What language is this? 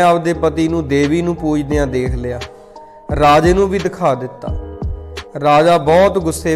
Punjabi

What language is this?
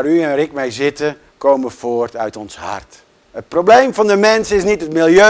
Dutch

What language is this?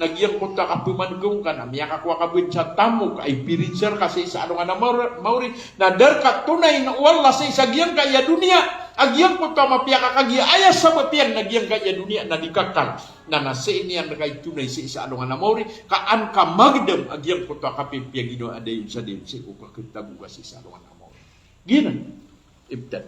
Maranao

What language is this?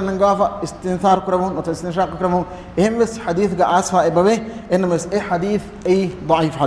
Divehi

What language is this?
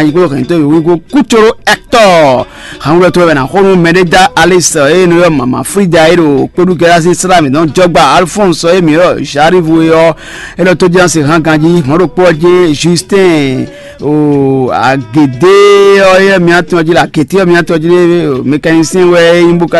Fon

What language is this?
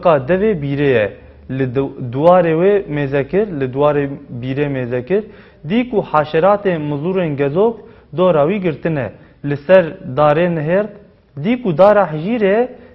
Kurdish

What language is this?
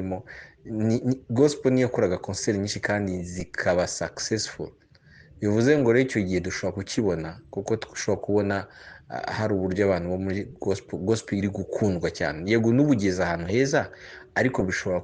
Kinyarwanda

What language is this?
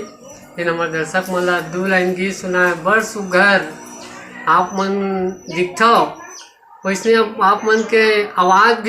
Chhattisgarhi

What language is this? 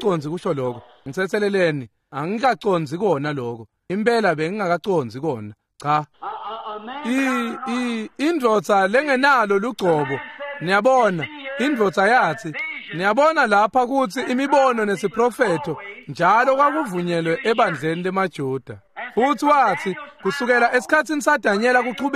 Swati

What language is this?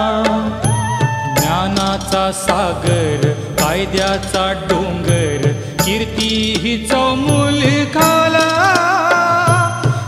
Marathi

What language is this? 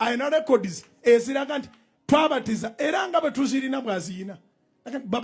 Ganda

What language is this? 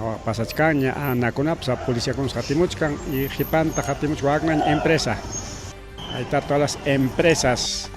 Ayacucho Quechua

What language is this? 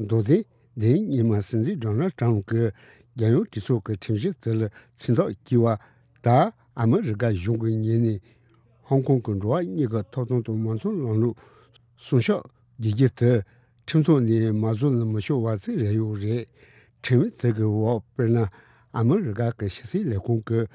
Tibetan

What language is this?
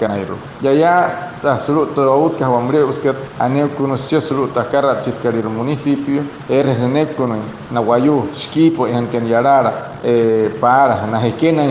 Wayuu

